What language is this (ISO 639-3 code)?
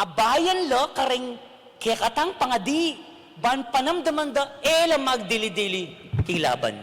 pam